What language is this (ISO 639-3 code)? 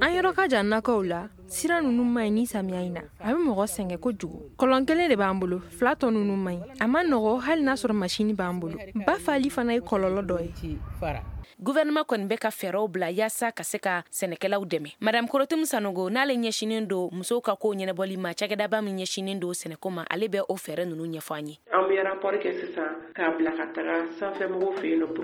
bam